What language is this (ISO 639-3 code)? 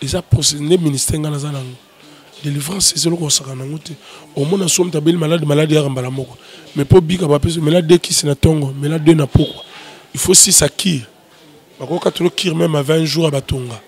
lin